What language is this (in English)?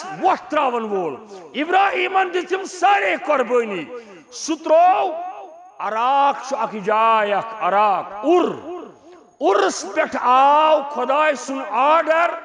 Kashmiri